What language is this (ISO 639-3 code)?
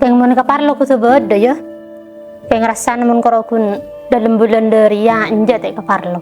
mad